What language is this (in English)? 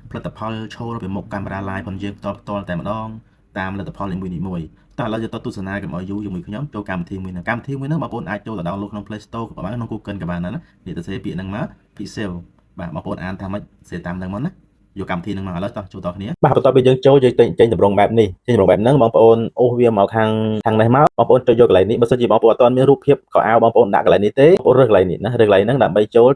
Khmer